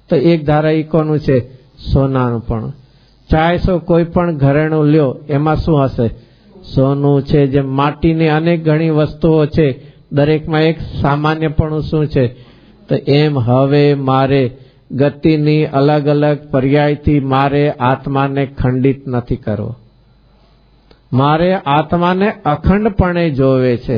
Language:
Gujarati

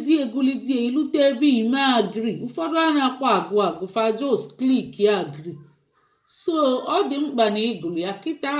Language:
Igbo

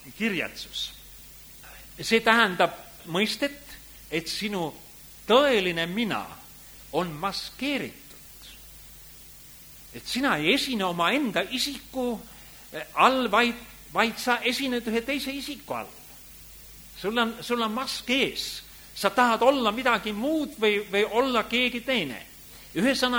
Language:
Estonian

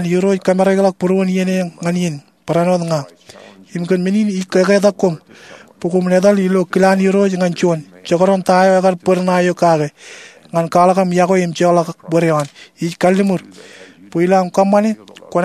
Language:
Marshallese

